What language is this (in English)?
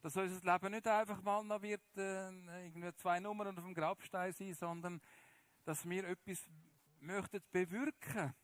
Swiss German